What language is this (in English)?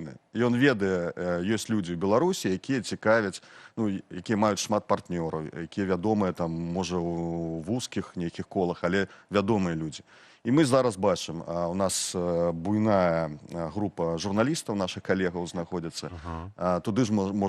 Belarusian